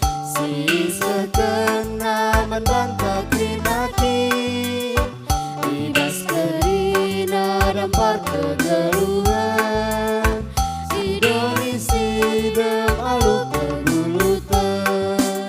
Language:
Batak Karo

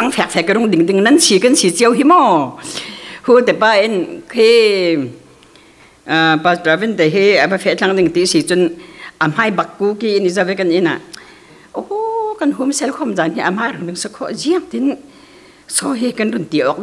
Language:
Falam Chin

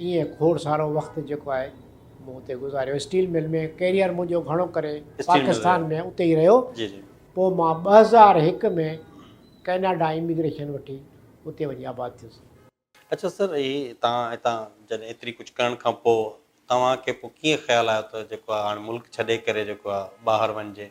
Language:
Sindhi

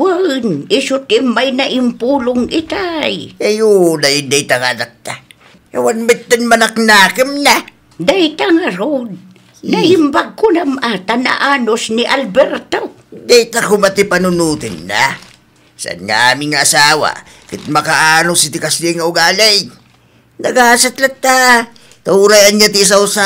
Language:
Iloko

